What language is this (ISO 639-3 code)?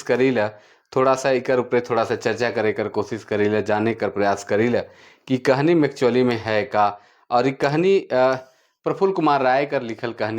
sck